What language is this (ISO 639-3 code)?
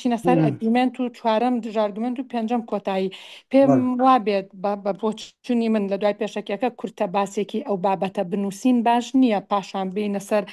ckb